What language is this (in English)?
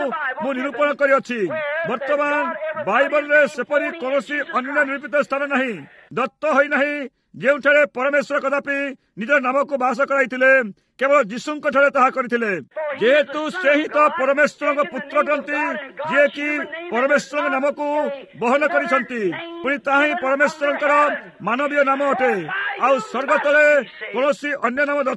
Odia